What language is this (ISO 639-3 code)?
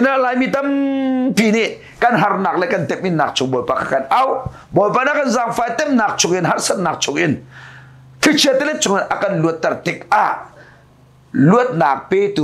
cnh